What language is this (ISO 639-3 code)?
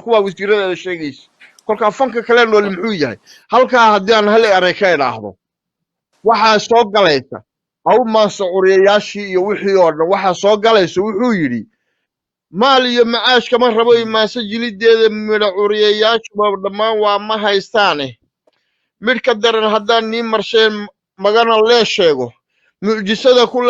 som